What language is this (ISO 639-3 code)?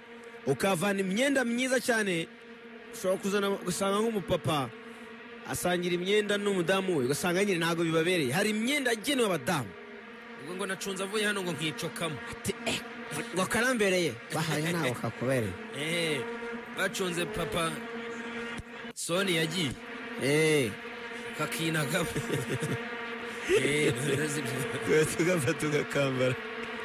kin